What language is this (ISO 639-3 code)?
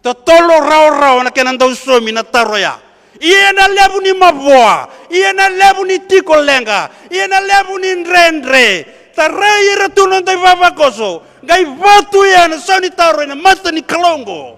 fij